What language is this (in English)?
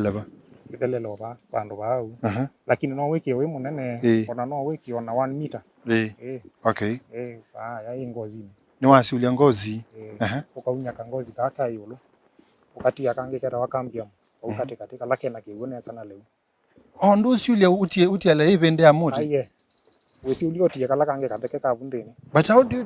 Kamba